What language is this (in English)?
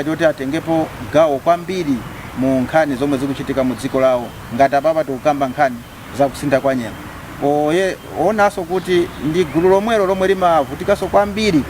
Nyanja